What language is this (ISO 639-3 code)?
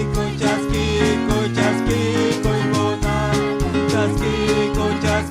quy